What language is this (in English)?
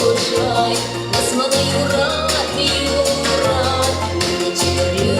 Chuvash